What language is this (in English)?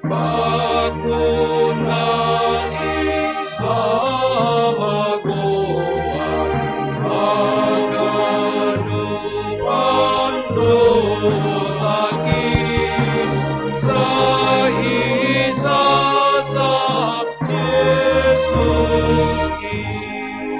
Batak Simalungun